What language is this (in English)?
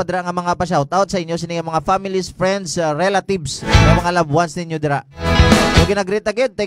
Hiligaynon